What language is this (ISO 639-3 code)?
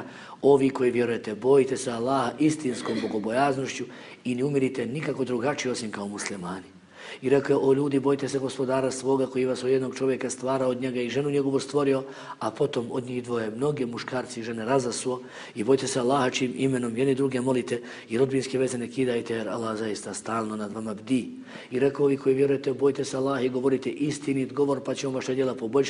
bos